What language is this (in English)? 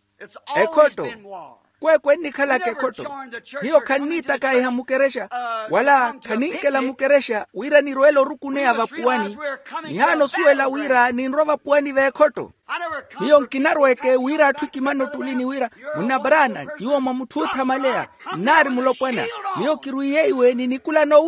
Makhuwa